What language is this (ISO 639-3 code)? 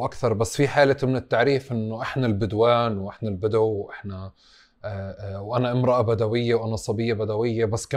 apc